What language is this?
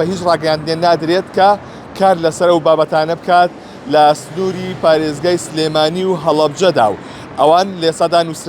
Central Kurdish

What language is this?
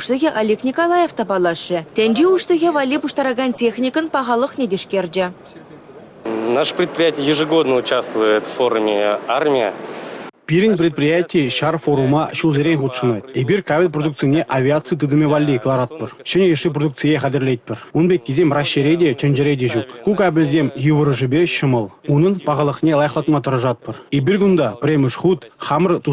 Chuvash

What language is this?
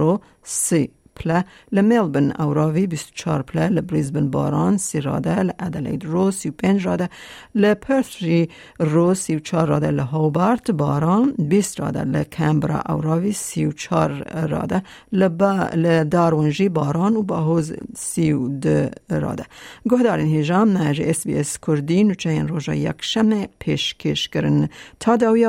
Kurdish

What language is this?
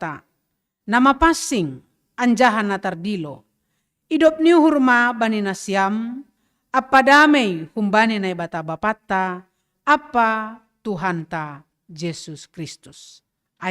Batak Simalungun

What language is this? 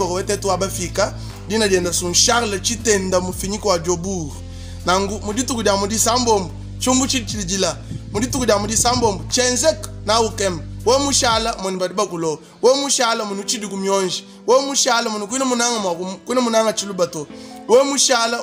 Luba-Lulua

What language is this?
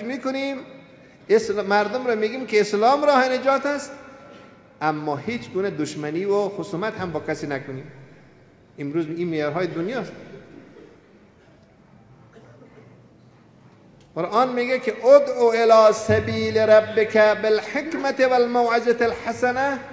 Persian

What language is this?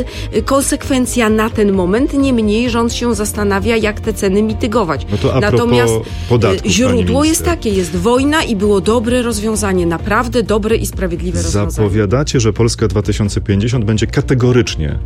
Polish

